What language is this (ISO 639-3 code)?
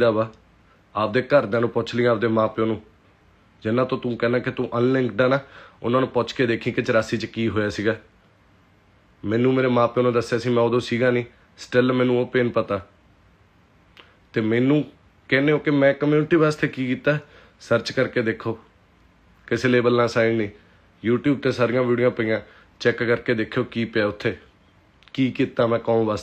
pan